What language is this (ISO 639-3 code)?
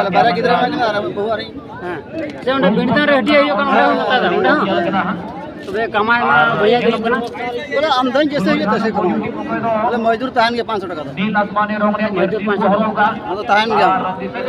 sat